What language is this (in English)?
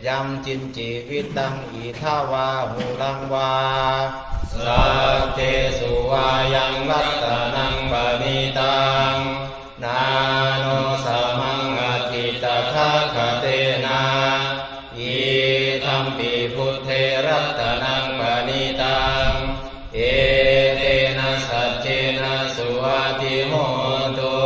Pali